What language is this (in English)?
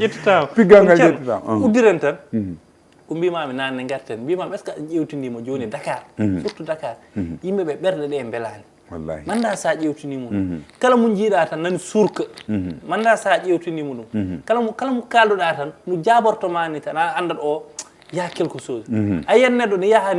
Fula